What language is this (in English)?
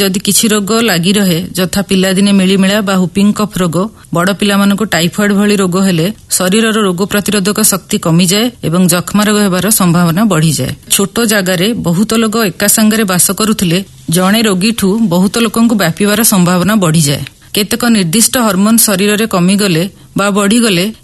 Odia